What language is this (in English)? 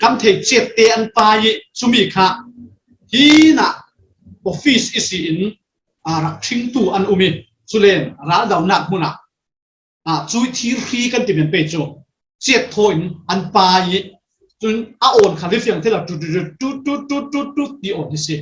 Falam Chin